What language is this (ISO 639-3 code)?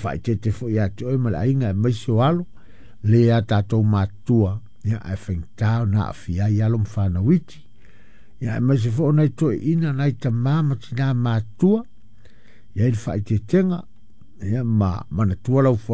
smo